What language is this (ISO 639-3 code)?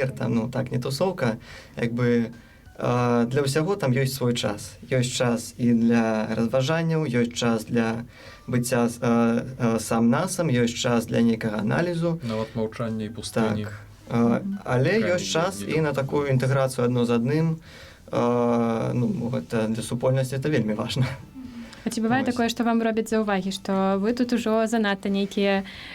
bel